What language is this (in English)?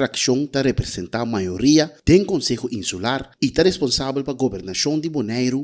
Papiamento